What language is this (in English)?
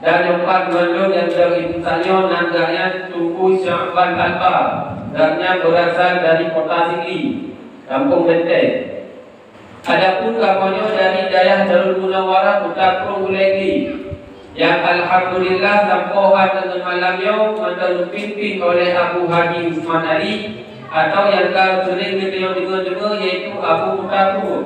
Achinese